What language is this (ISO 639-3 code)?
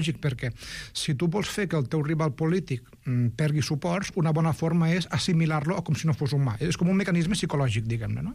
cat